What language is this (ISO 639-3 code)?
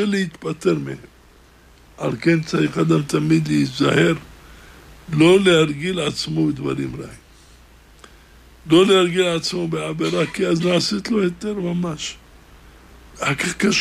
heb